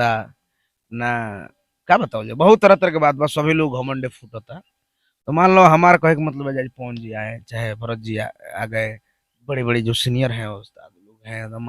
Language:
Bhojpuri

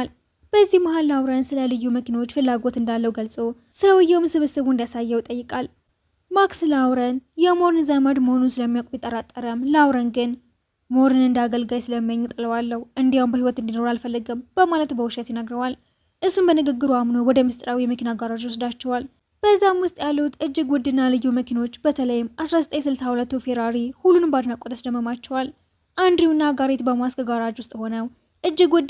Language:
Amharic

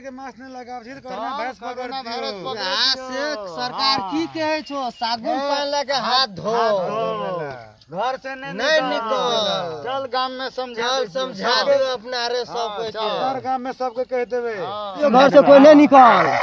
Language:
Maithili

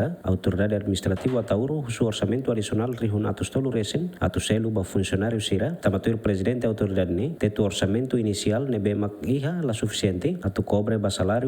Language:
Tetum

